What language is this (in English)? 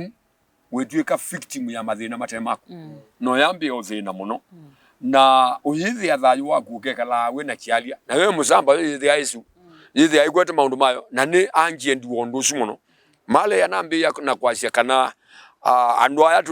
Kamba